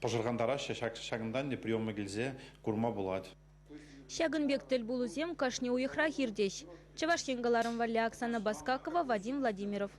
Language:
Chuvash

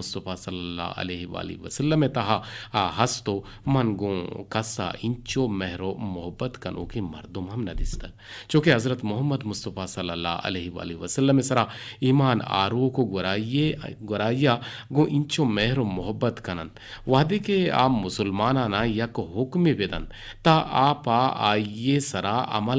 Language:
Eastern Balochi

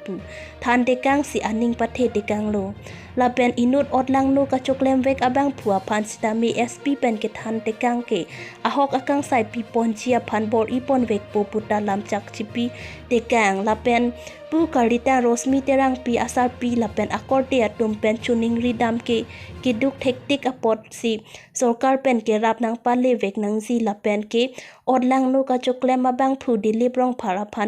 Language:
Karbi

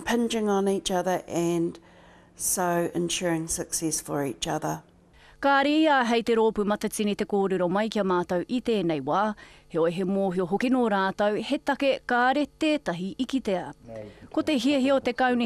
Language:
Māori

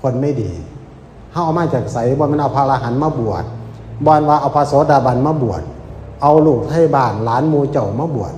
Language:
Northeastern Thai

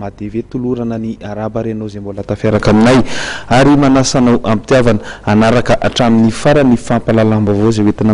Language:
Malagasy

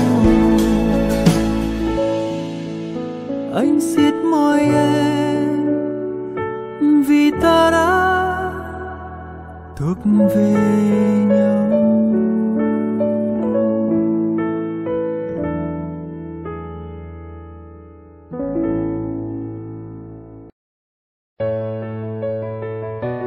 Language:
Vietnamese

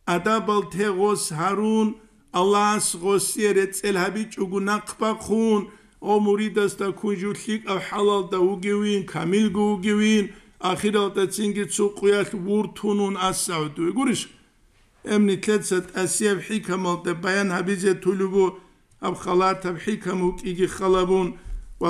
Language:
Avaric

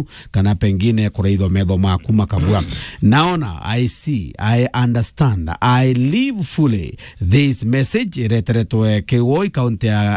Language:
Meru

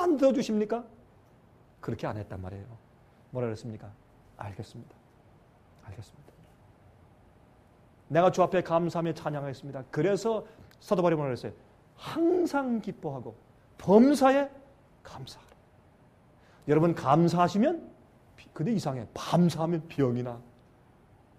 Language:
Korean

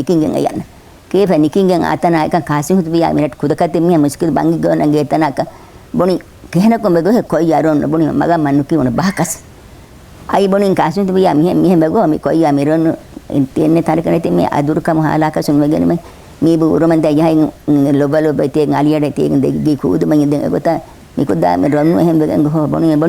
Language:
Divehi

